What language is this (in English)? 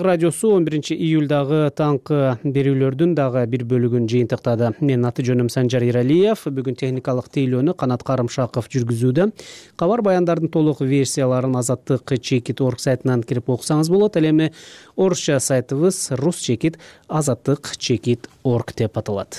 Kyrgyz